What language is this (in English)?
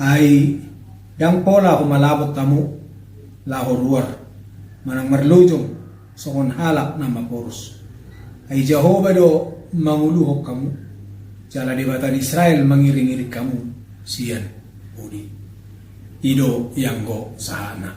Batak Toba